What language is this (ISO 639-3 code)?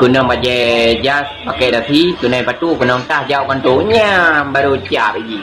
ace